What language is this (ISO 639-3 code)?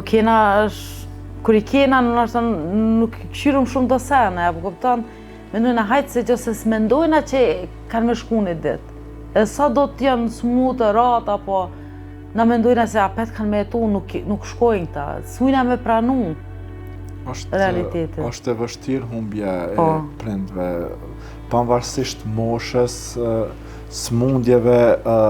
sqi